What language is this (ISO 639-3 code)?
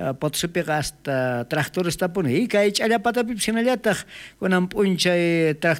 quh